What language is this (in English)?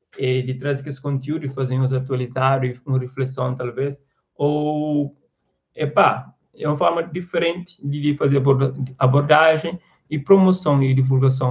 Kabuverdianu